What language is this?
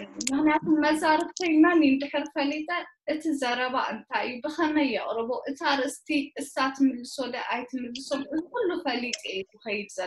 Tigrinya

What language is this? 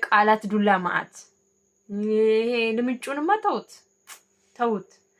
Amharic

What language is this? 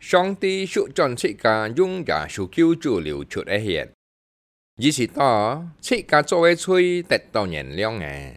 Hakka Chinese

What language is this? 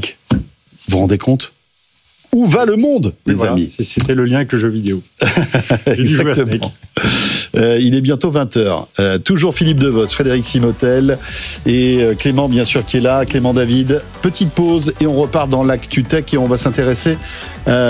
French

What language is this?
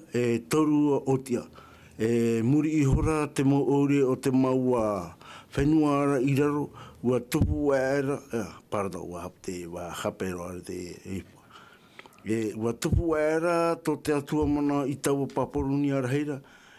Tahitian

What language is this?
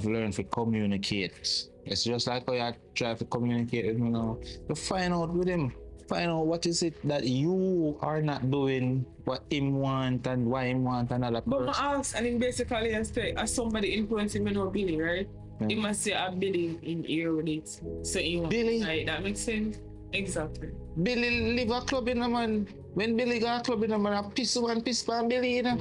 Jamaican Creole English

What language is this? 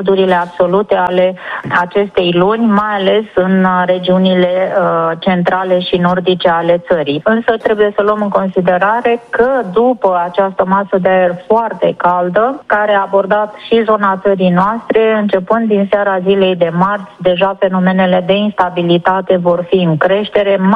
Romanian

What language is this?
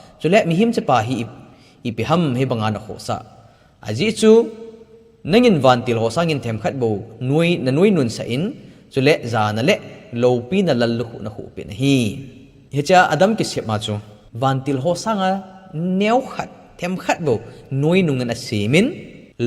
Thado Chin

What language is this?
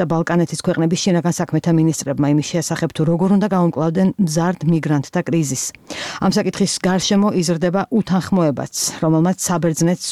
Georgian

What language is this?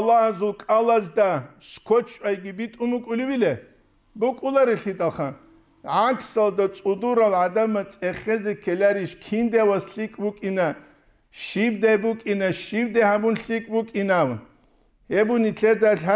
Avaric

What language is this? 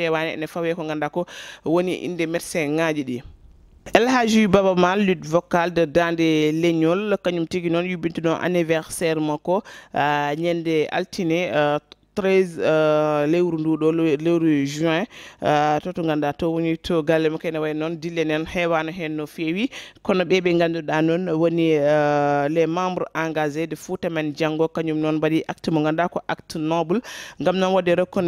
Fula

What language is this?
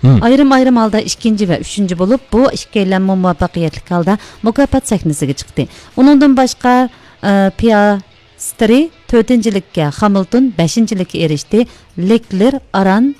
Uyghur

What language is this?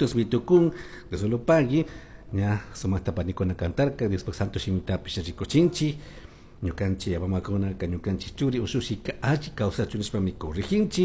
Chimborazo Highland Quichua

